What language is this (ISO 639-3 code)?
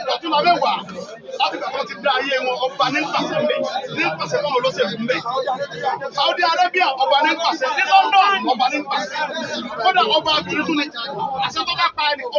yor